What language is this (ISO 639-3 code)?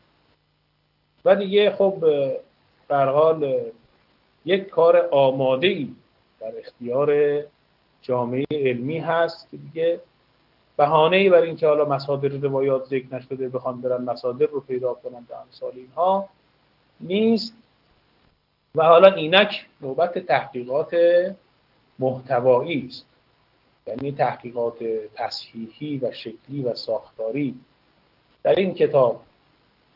fas